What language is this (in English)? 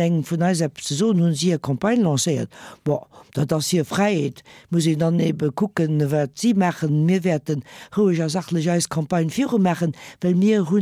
Luxembourgish